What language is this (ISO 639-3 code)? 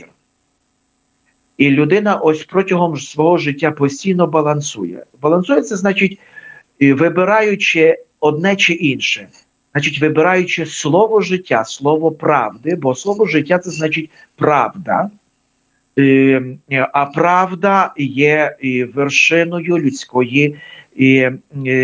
ukr